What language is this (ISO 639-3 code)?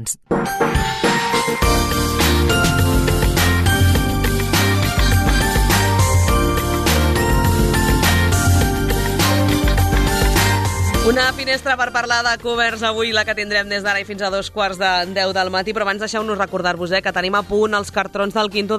cat